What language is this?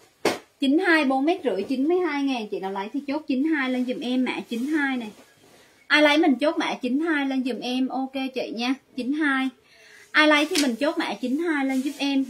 Vietnamese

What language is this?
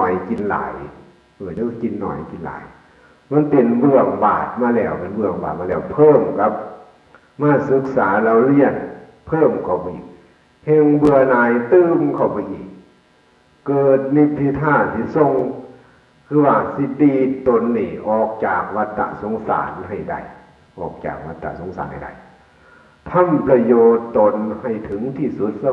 Northeastern Thai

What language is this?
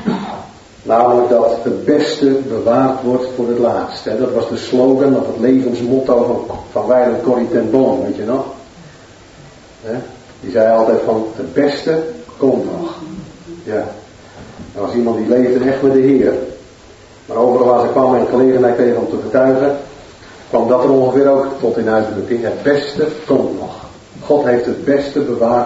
Dutch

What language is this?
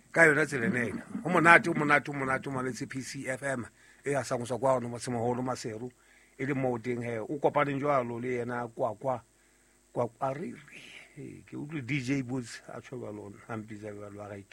Southern Sotho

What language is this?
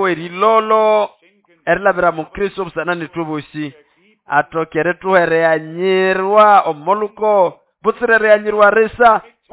Nande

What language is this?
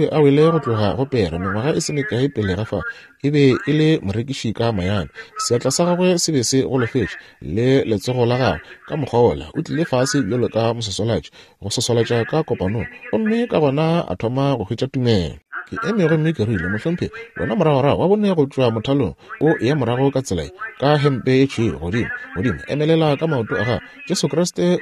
Northern Sotho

